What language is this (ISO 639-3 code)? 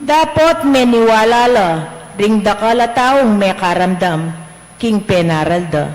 pam